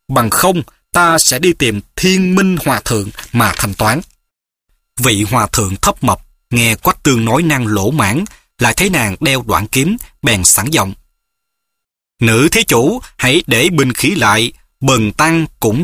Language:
Vietnamese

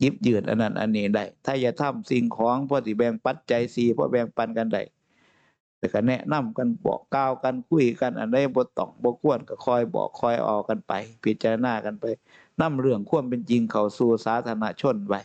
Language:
Northeastern Thai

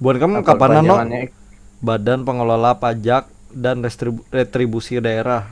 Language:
Banjar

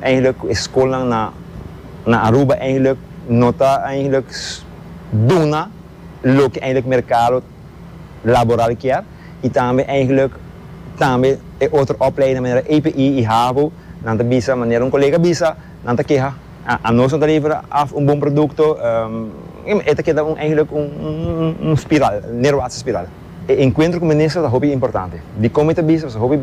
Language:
Papiamento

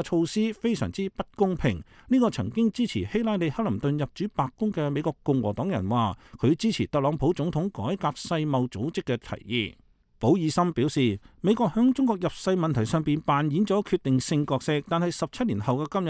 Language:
Cantonese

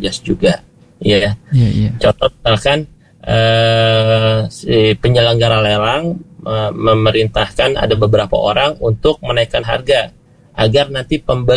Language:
Indonesian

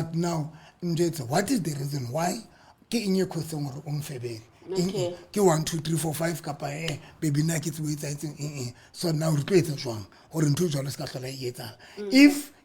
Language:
Southern Sotho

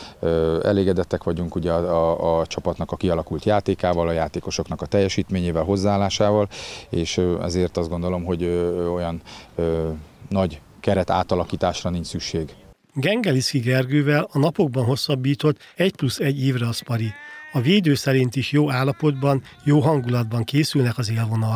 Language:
Hungarian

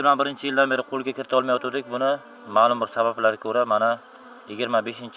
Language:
Uzbek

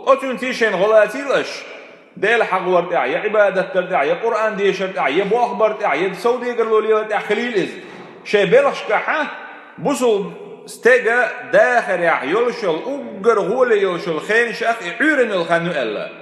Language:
Chechen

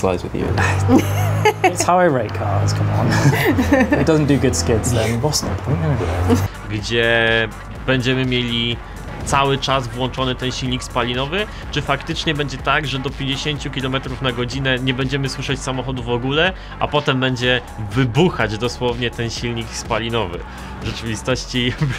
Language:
Polish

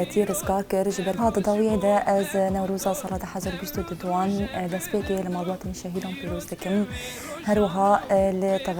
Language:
Kurdish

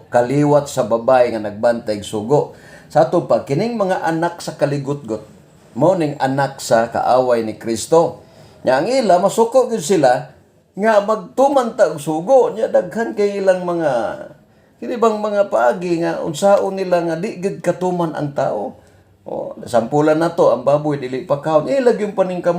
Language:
Cebuano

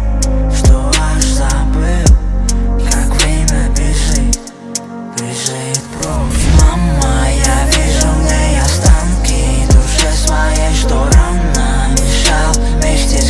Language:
Russian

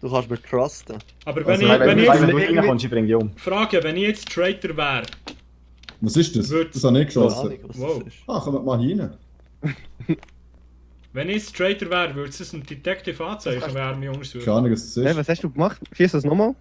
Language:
Swiss German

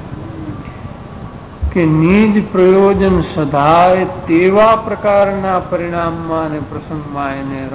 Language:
Gujarati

